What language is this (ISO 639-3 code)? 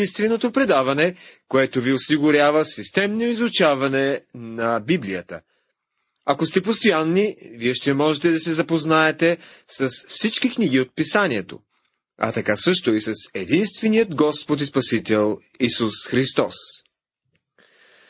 bul